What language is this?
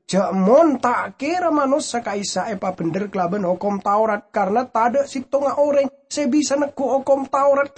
Madurese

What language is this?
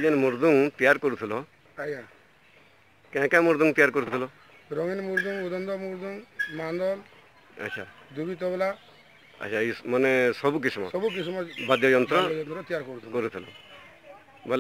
Sambalpuri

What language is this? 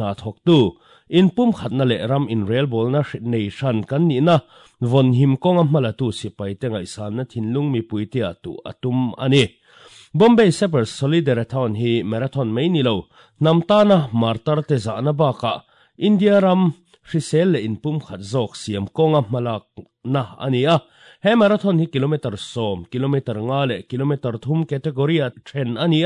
Mizo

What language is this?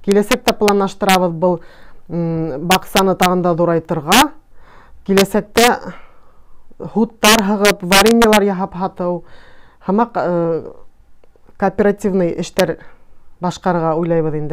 Bashkir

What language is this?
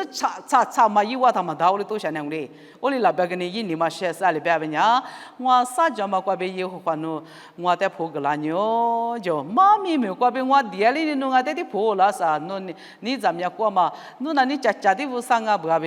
Lisu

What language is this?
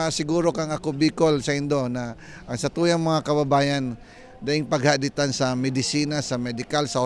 Bikol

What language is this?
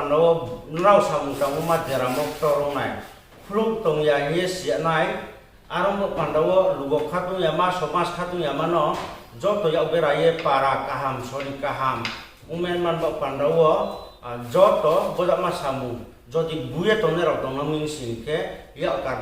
Riang (India)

